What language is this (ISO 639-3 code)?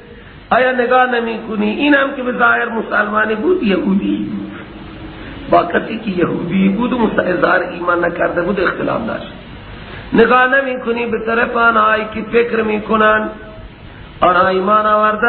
fas